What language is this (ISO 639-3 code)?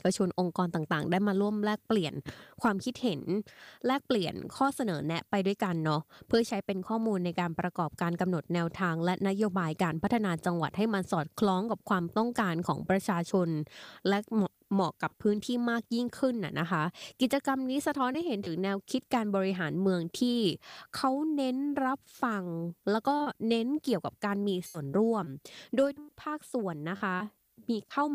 tha